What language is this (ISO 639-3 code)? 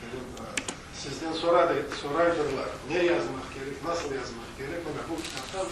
crh